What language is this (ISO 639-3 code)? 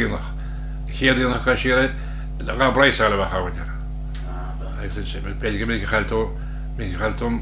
gle